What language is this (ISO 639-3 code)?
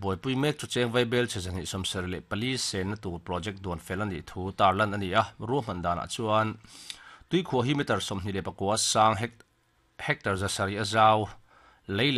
lus